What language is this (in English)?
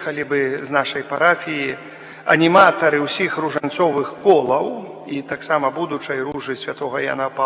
Belarusian